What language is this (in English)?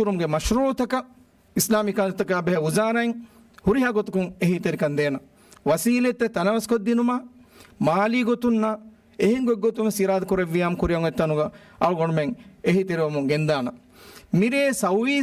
Divehi